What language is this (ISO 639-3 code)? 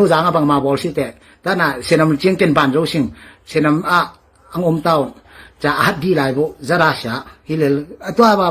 ctd